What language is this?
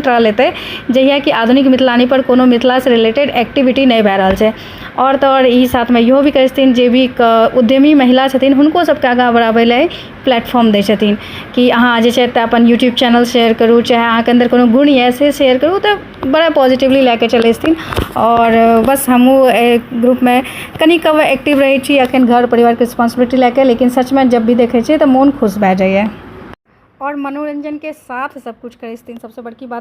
Maithili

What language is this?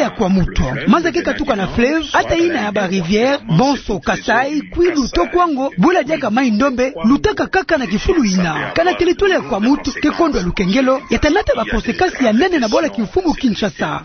Kituba (Democratic Republic of Congo)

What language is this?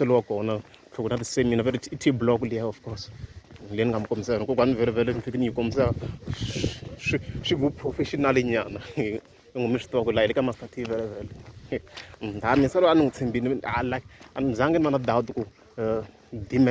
Tsonga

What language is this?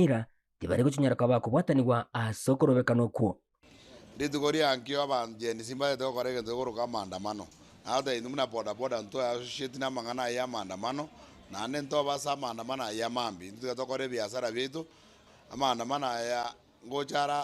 Gusii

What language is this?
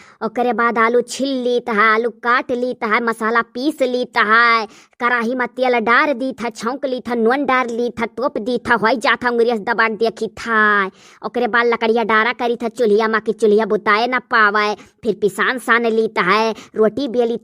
Awadhi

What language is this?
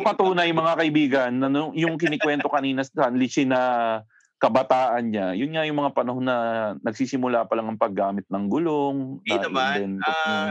Filipino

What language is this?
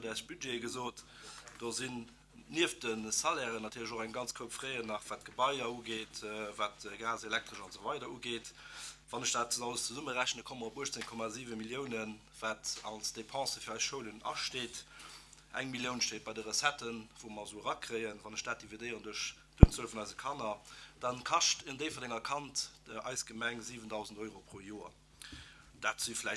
Luxembourgish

